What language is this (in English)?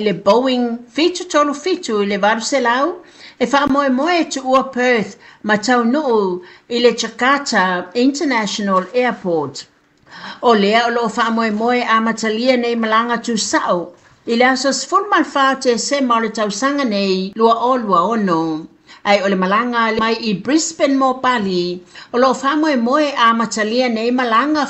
Samoan